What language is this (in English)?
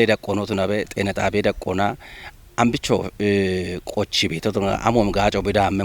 Kafa